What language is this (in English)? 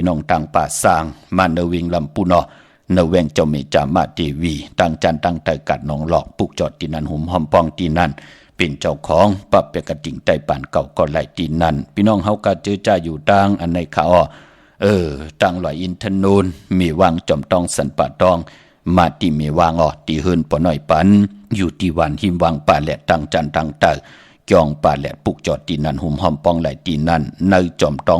Shan